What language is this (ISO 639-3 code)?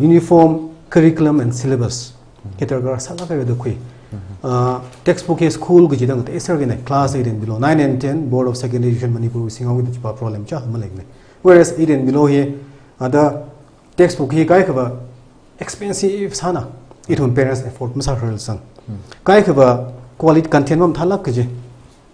nmf